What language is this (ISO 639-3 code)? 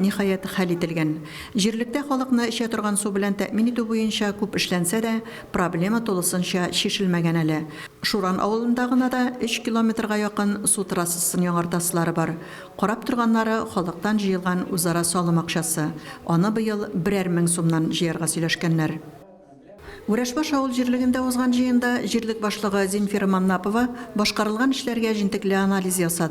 tat